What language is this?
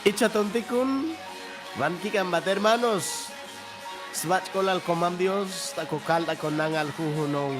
Chuj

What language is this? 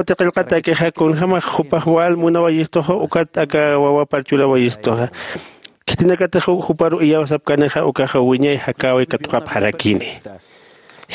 Aymara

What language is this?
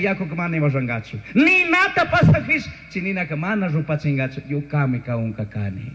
Chimborazo Highland Quichua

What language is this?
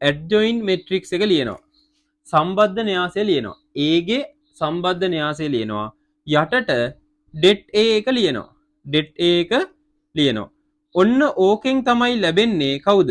Sinhala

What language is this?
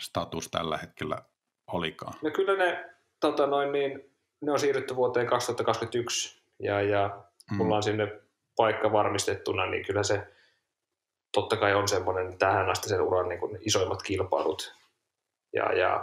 Finnish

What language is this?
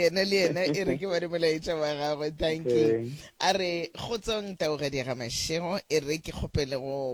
Northern Sotho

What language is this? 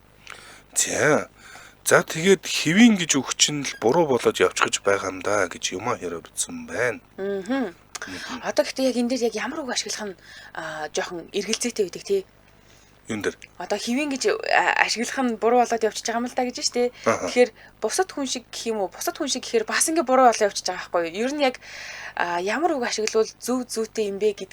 Mongolian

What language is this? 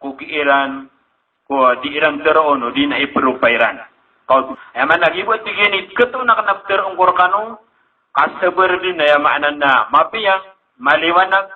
Maranao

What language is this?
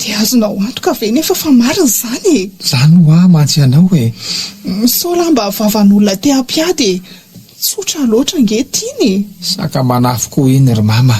Malagasy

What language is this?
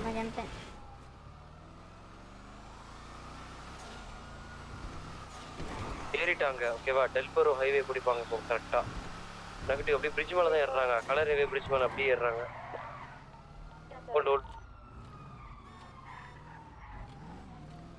Tamil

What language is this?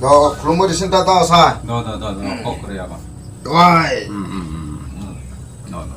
Kok Borok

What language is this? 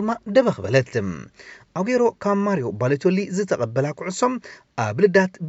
Tigrinya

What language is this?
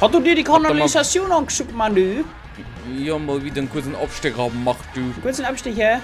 Bavarian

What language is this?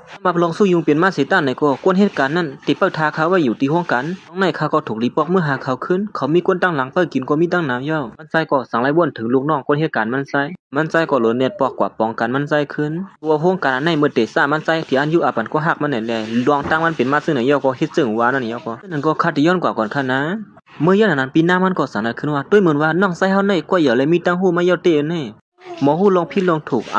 Shan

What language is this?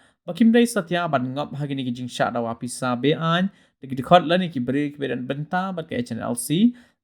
Khasi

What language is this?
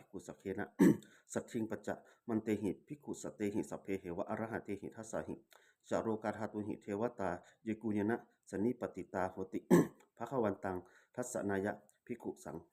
Pali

